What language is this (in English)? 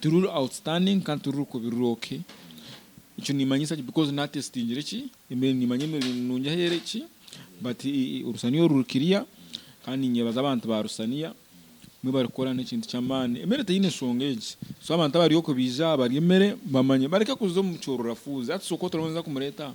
Nyankole